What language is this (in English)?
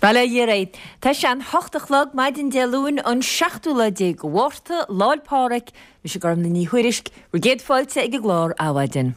Irish